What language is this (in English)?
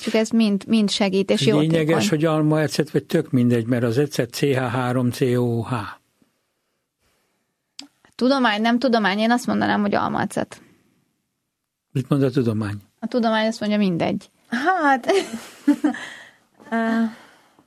Hungarian